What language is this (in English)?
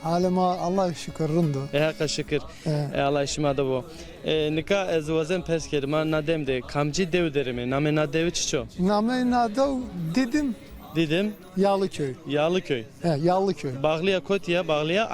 Zaza